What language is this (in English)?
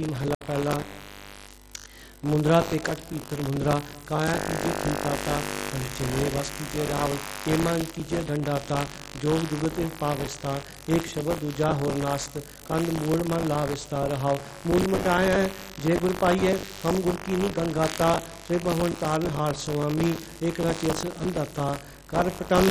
Punjabi